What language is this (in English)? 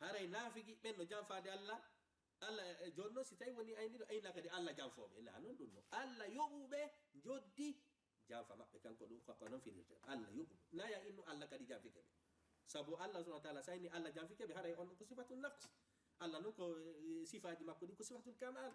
Fula